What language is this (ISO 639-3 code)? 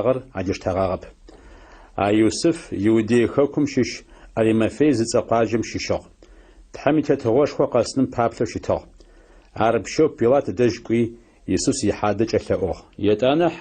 ady